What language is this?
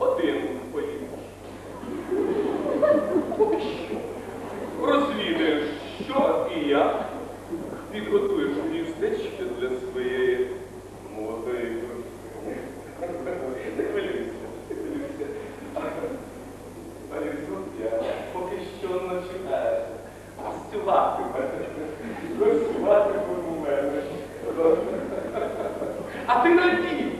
Ukrainian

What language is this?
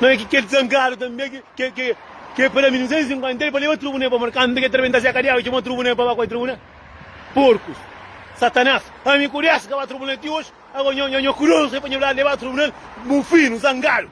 Kabuverdianu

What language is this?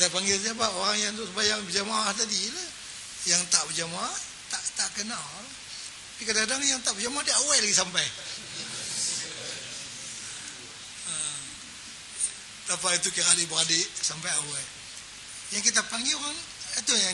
Malay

